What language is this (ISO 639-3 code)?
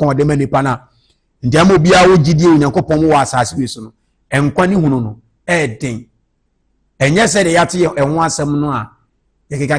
aka